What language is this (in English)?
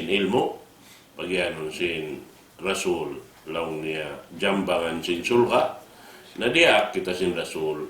Tausug